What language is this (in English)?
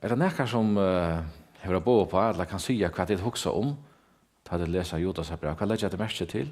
Faroese